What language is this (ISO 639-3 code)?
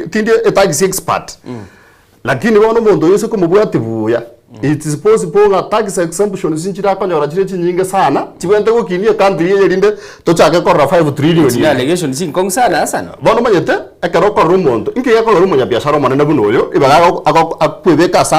guz